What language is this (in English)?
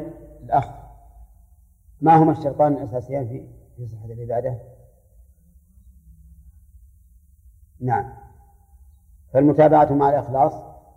Arabic